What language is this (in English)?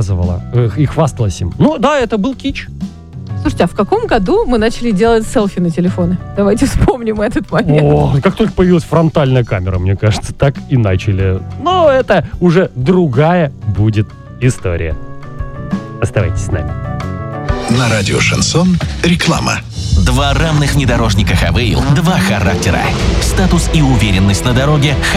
Russian